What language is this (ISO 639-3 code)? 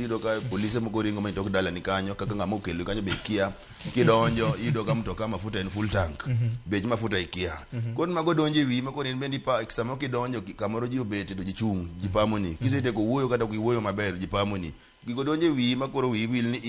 luo